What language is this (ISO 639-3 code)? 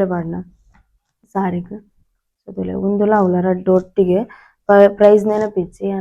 tcy